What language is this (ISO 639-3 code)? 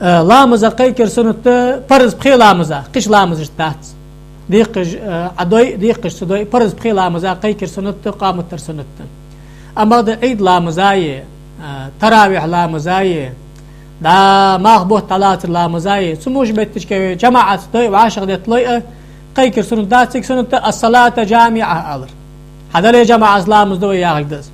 inh